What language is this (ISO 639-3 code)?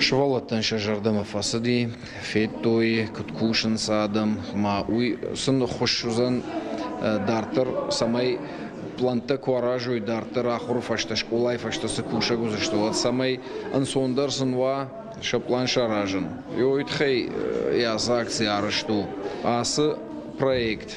oss